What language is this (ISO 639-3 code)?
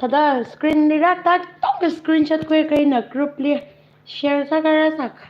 nmf